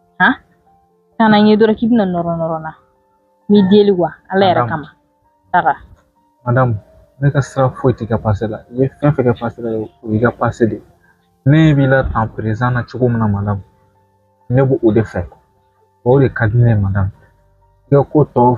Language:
Bambara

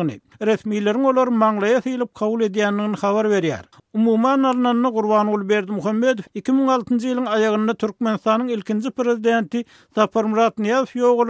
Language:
Turkmen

